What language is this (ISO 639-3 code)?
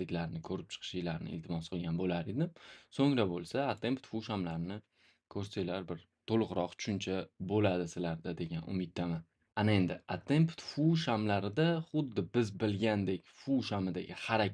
uzb